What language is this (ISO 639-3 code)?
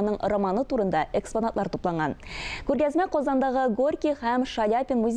tat